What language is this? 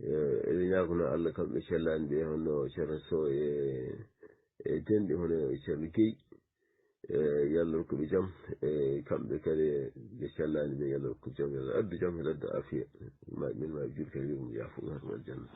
Fula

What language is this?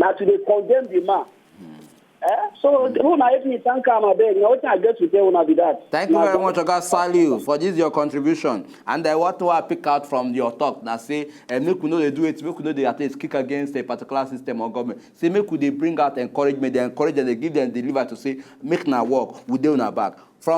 Nigerian Pidgin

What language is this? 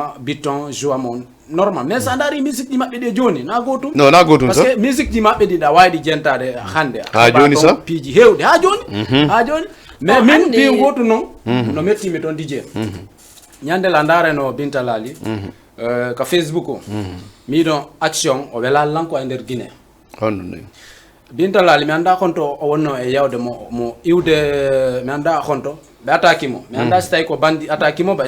Fula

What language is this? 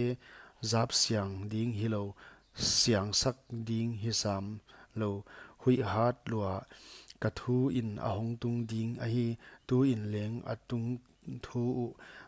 Paite Chin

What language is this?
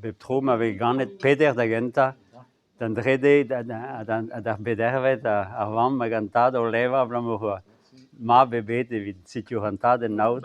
Breton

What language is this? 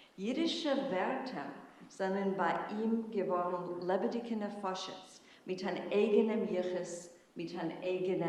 Yiddish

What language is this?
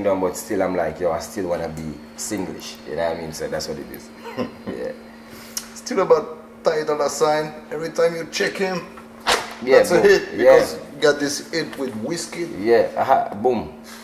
English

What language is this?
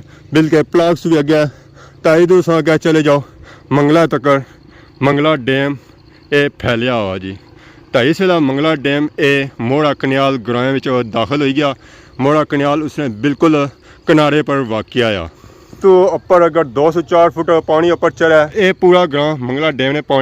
Pahari-Potwari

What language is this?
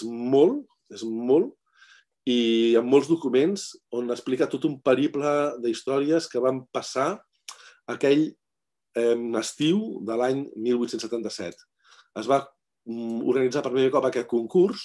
Catalan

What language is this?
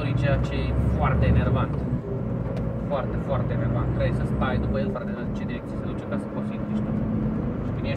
Romanian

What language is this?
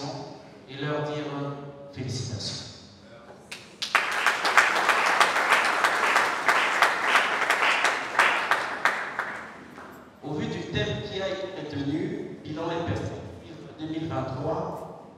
French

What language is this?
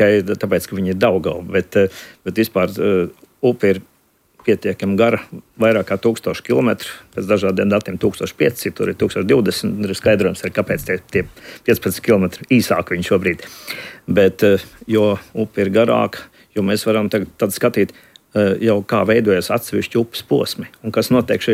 Latvian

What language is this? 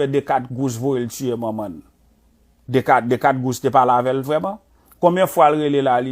Haitian Creole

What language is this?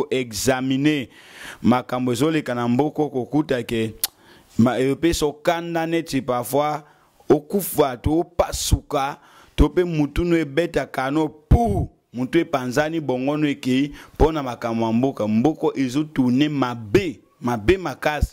Lingala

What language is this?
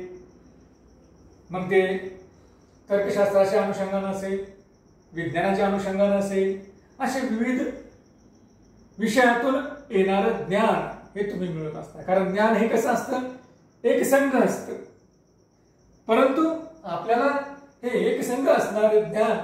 Marathi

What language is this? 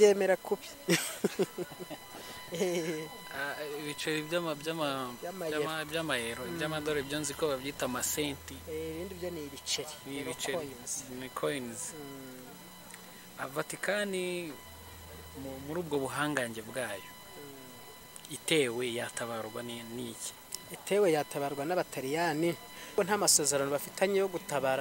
Kinyarwanda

